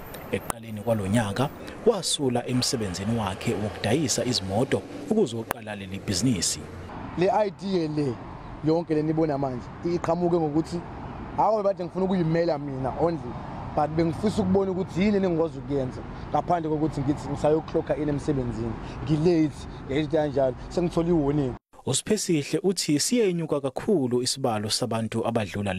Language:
Zulu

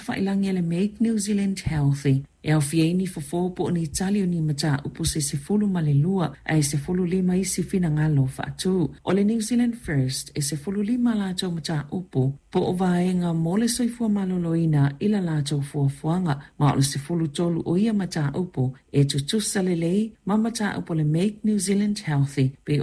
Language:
Samoan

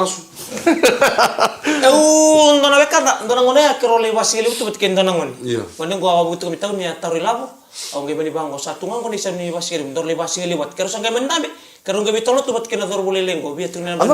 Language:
Fijian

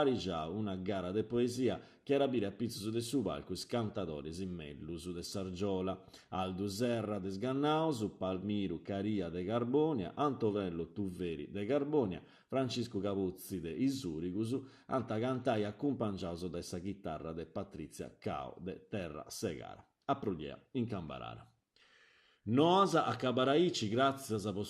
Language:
Sardinian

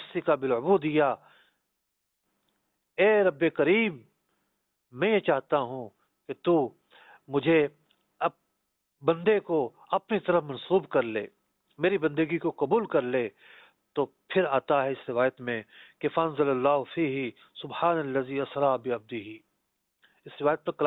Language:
Urdu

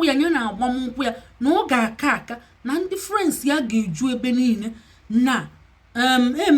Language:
Igbo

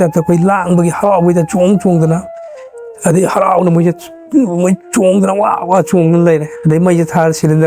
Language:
Manipuri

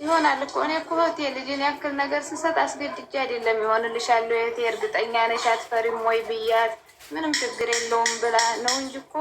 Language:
Amharic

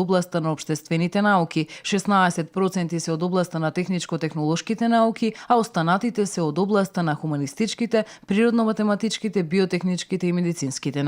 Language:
Macedonian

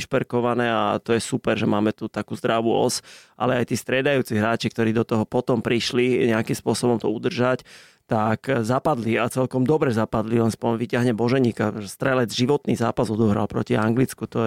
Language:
Slovak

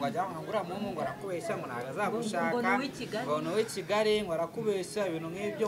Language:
Kinyarwanda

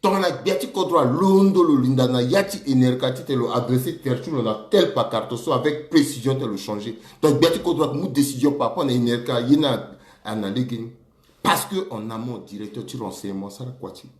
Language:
Sango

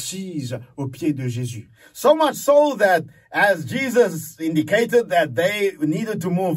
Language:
Morisyen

